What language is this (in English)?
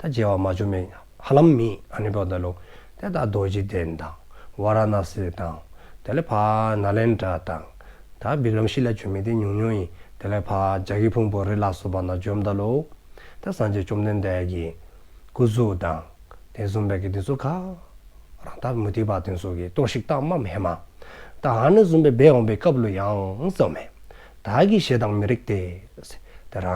Dzongkha